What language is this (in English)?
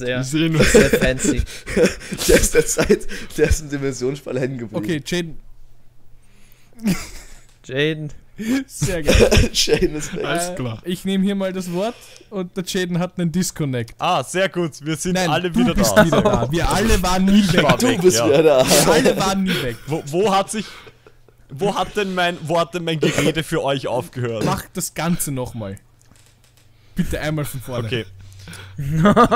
German